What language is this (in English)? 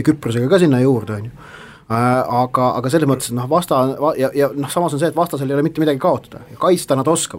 Estonian